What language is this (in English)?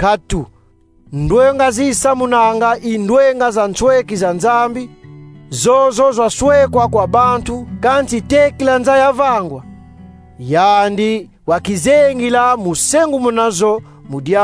Kongo